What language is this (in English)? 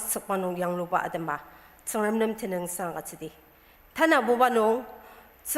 Ao Naga